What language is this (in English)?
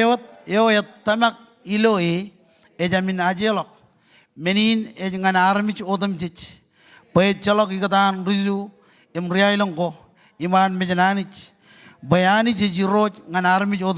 Marshallese